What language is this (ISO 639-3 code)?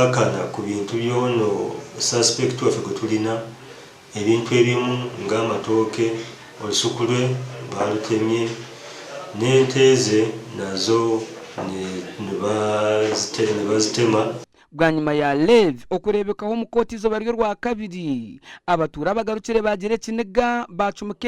nyn